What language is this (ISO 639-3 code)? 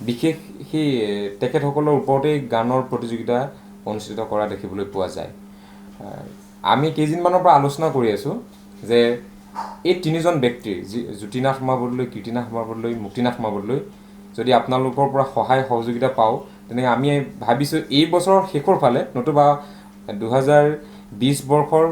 asm